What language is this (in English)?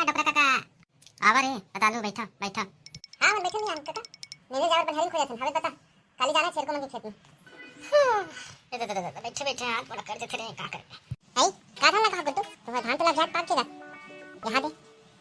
Chhattisgarhi